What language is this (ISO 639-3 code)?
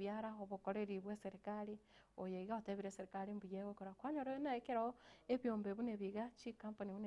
guz